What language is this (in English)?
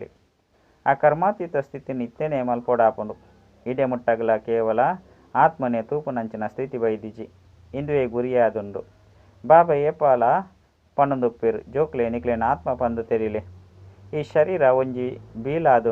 Tulu